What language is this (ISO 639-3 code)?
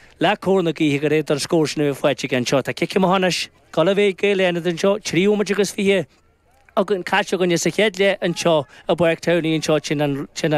gle